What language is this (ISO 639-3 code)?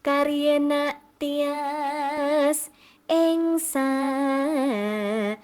jav